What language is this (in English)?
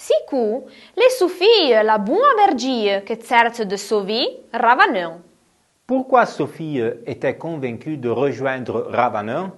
Arpitan